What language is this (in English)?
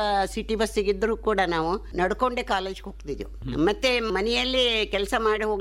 Kannada